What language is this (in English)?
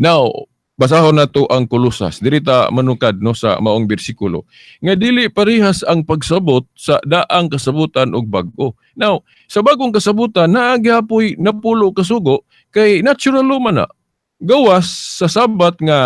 Cebuano